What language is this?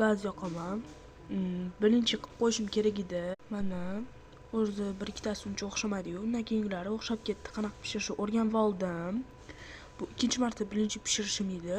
Uzbek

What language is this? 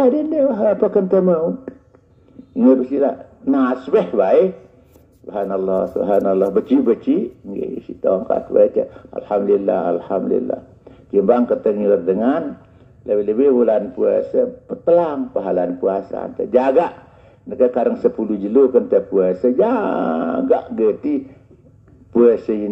Sasak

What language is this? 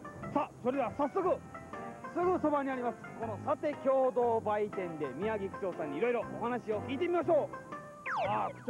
Japanese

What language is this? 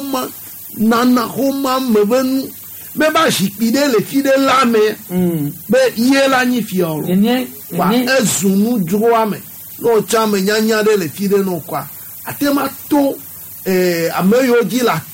Gen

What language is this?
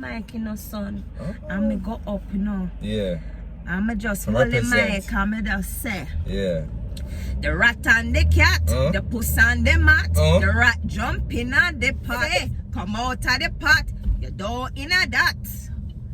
Jamaican Creole English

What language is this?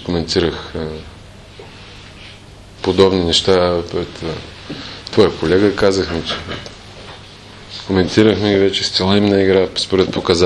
Bulgarian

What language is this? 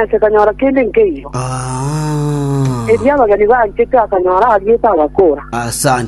Gusii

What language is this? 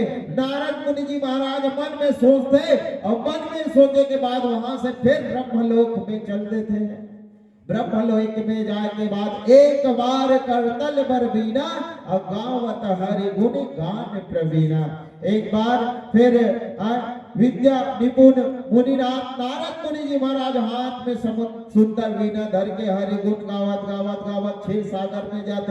Chhattisgarhi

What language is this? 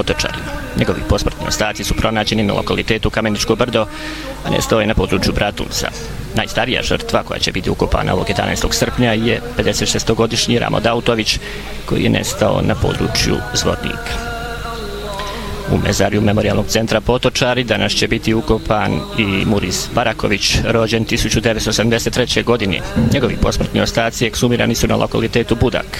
Bosnian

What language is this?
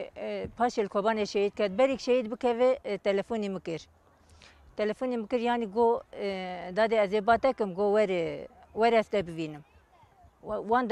Kurdish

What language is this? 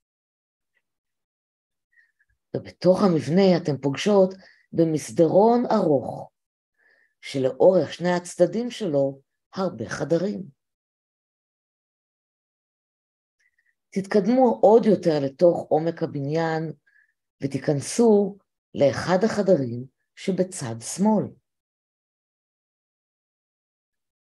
Hebrew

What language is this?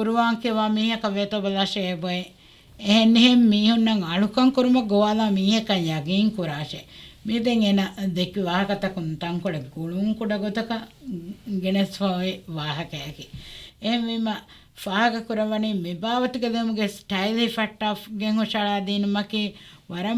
Divehi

